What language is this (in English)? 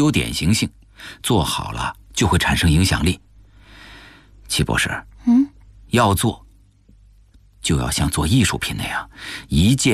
Chinese